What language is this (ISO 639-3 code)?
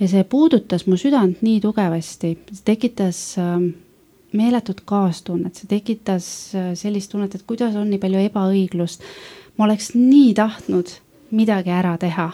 est